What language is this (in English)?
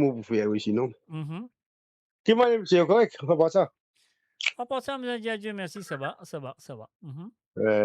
Morisyen